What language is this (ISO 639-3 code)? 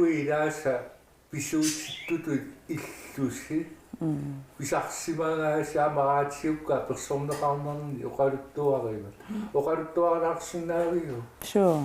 kal